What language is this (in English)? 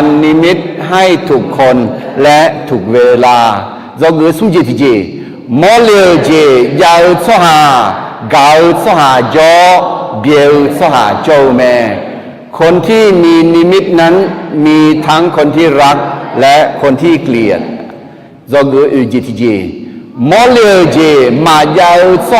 Akha